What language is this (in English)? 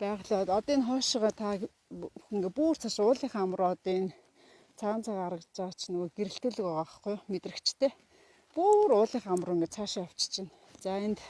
Mongolian